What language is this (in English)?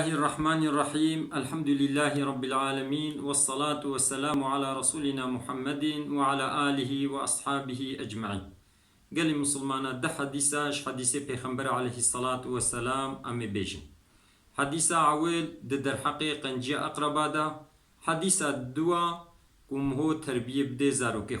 Kurdish